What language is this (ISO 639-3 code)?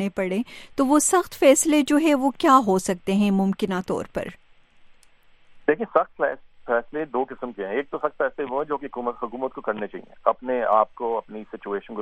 urd